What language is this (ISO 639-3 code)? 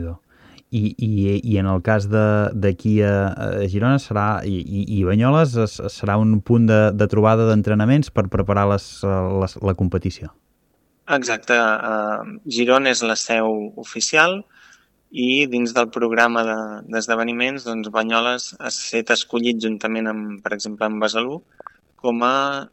cat